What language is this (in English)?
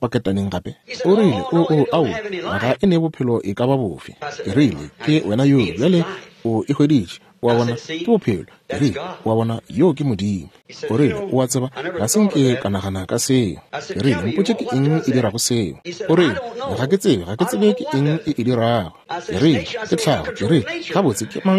Northern Sotho